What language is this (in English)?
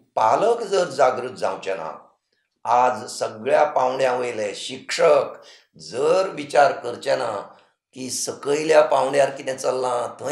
Konkani